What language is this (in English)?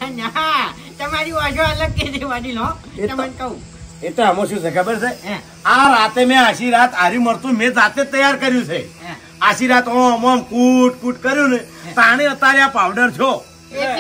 Gujarati